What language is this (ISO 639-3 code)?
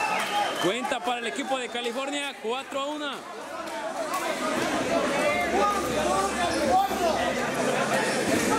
spa